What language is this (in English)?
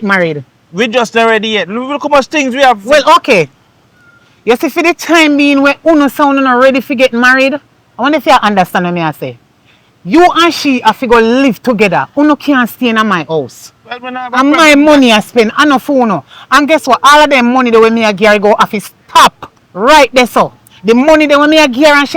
Jamaican Creole English